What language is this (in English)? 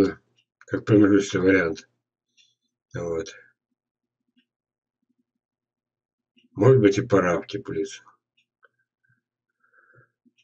Russian